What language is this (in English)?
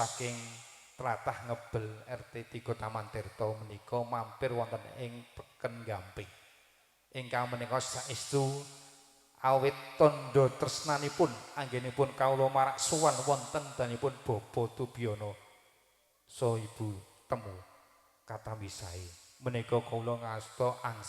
Javanese